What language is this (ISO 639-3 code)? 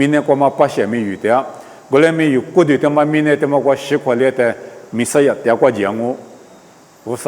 lis